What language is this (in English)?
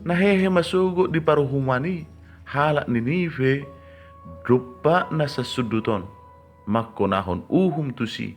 Batak Toba